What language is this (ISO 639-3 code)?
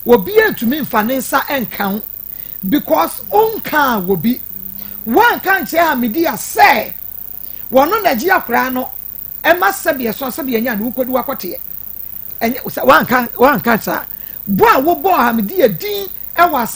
aka